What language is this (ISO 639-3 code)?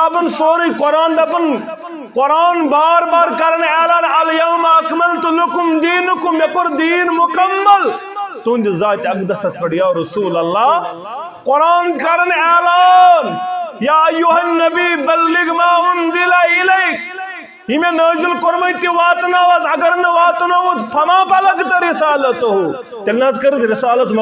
kas